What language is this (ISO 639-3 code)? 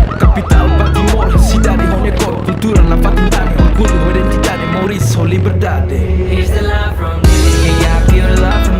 tet